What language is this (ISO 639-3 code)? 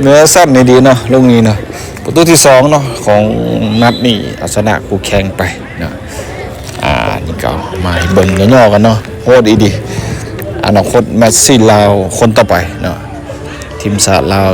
lao